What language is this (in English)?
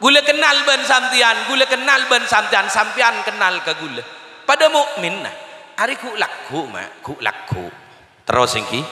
Madurese